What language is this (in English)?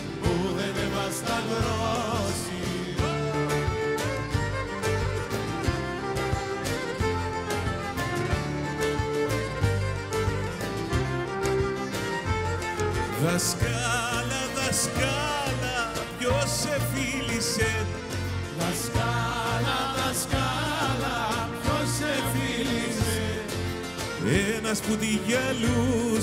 Greek